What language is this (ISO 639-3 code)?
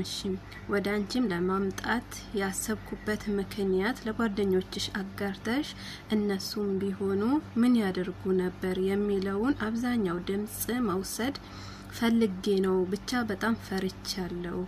amh